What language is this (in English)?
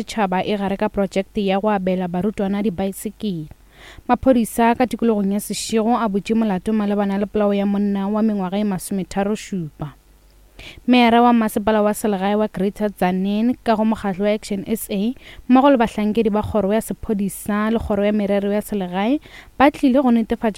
Northern Sotho